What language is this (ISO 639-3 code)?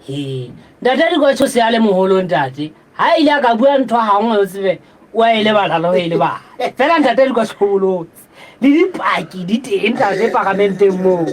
sot